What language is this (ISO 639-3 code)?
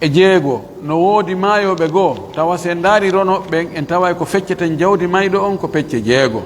fuf